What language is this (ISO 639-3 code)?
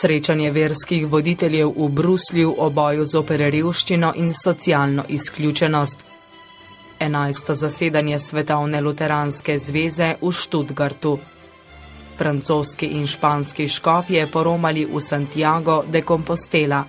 slv